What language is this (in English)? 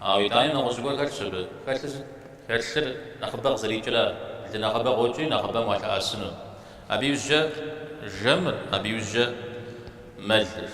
Kabardian